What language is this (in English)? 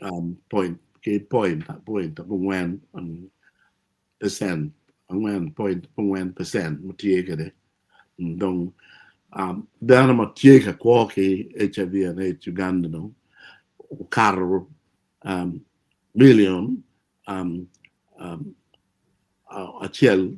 Acoli